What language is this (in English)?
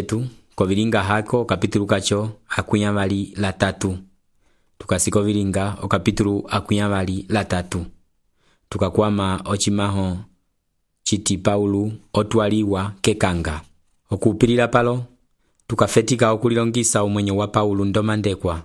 Umbundu